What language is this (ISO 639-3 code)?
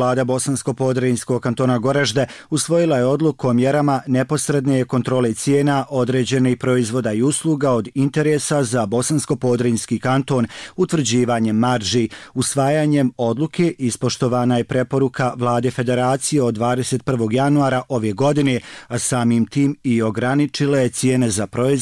bos